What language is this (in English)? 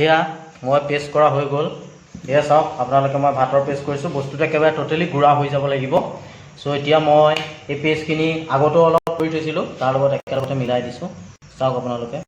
Assamese